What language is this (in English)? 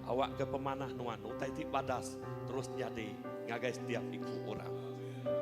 Iban